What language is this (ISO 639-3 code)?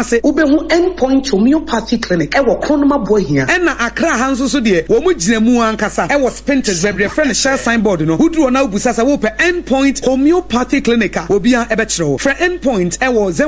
aka